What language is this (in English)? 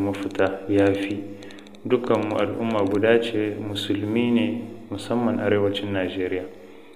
Hausa